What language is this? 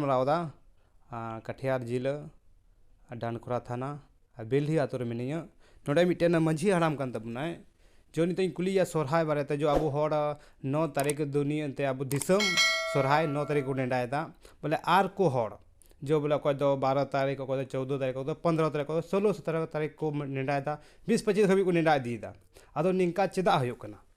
Santali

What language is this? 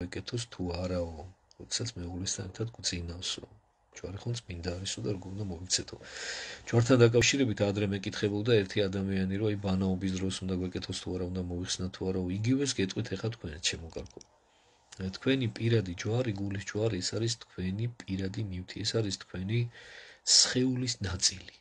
Georgian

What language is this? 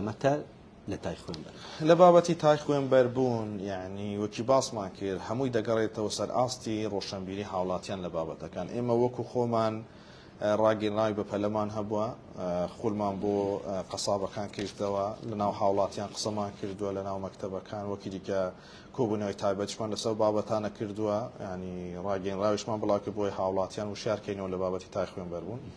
Central Kurdish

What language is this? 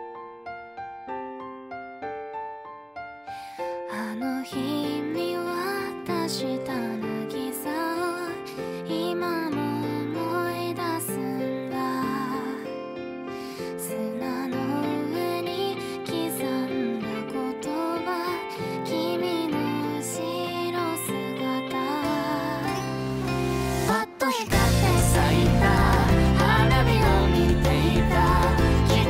Japanese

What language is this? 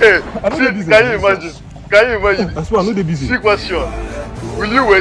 Nigerian Pidgin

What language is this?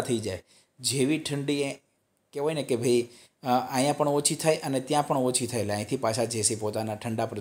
Gujarati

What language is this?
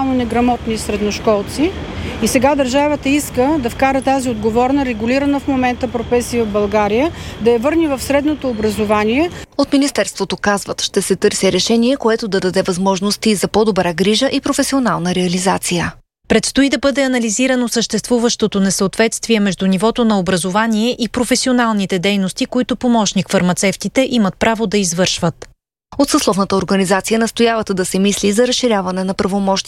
Bulgarian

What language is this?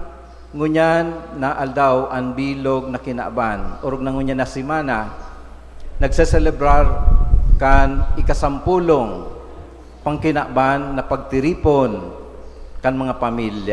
Bikol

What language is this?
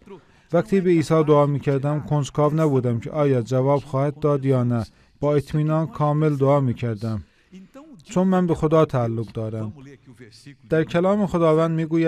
Persian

